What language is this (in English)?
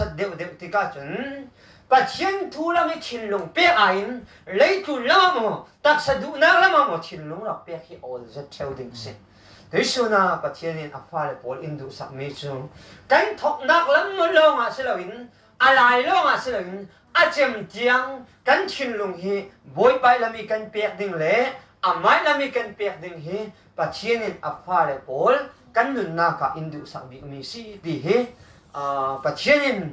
Falam Chin